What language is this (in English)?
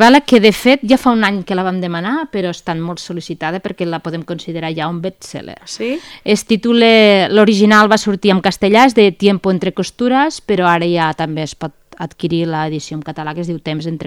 Catalan